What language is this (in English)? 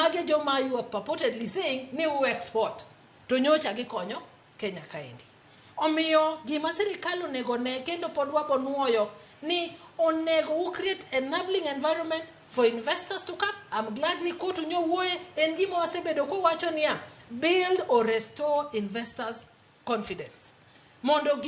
Luo (Kenya and Tanzania)